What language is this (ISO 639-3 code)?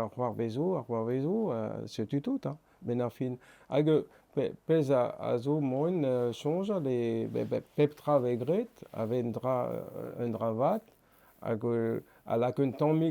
bre